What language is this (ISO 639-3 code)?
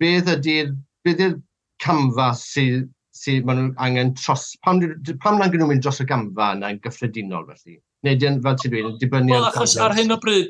cym